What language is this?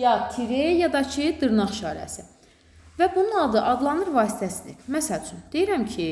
Azerbaijani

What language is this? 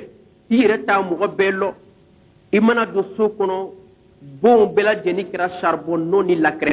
Bambara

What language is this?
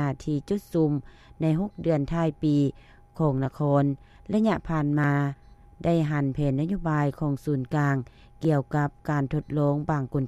Lao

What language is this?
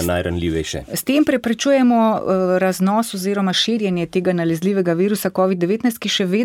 Slovenian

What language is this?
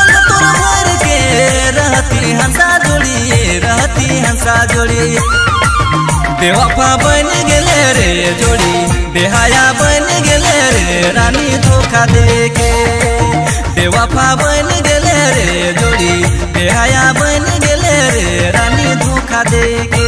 Sadri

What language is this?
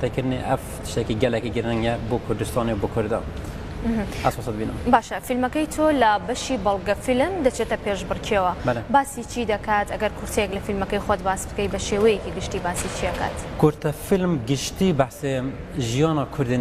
Kurdish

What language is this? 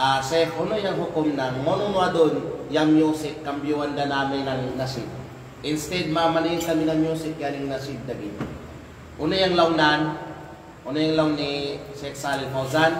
Kalagan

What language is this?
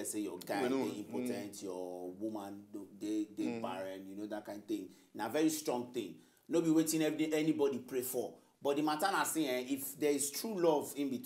Nigerian Pidgin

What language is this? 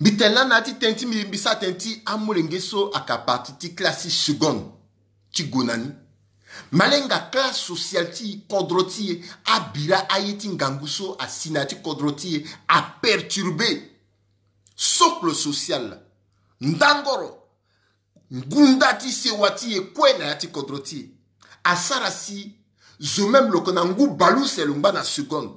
Sango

